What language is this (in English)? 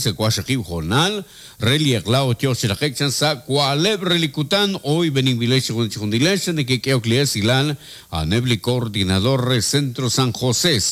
Kekchí